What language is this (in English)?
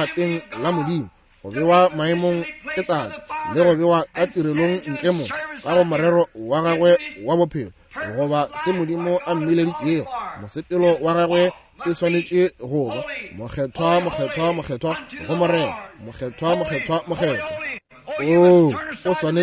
Northern Sotho